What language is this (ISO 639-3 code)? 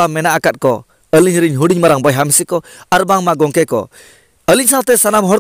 sat